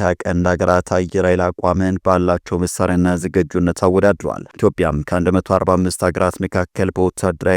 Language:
Amharic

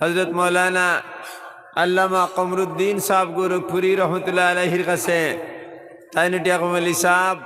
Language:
Sylheti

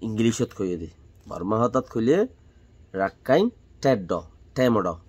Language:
Rohingya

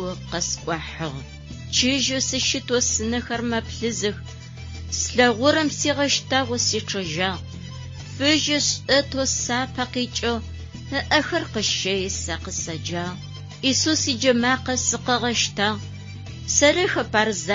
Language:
Adyghe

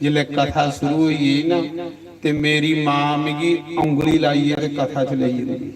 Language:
Dogri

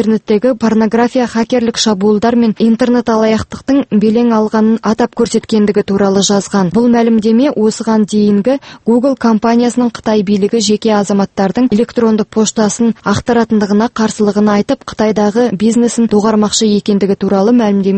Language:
Kazakh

